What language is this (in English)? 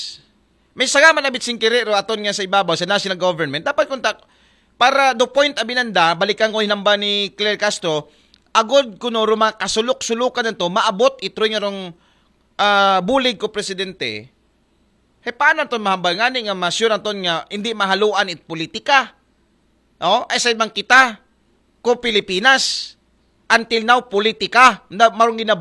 Aklanon